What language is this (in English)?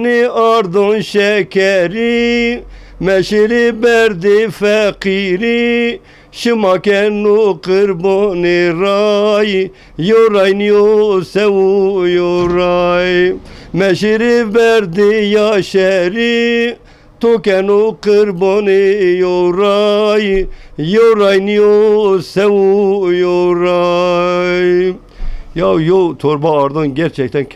Zaza